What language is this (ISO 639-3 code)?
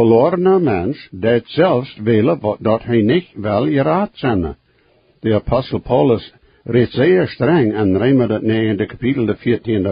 pdt